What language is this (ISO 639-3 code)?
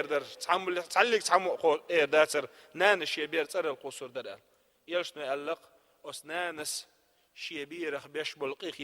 che